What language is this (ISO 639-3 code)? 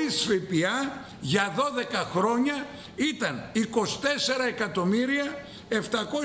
ell